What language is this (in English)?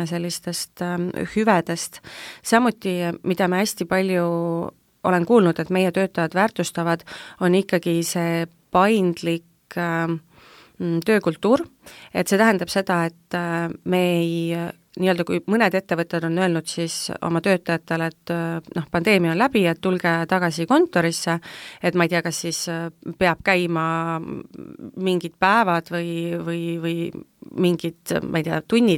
Estonian